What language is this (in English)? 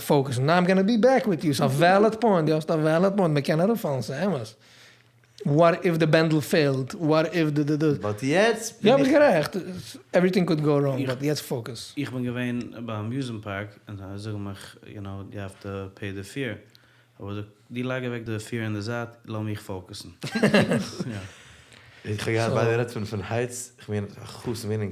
Yiddish